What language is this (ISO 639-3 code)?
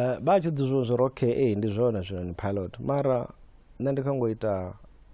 ven